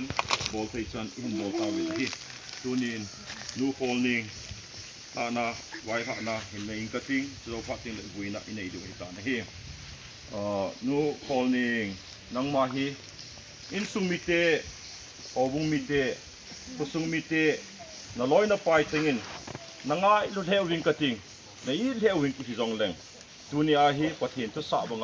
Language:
Thado Chin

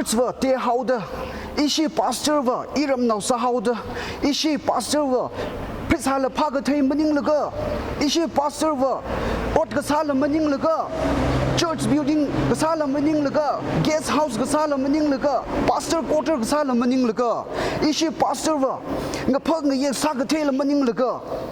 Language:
Tangkhul Naga (India)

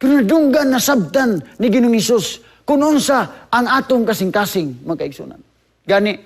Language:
Cebuano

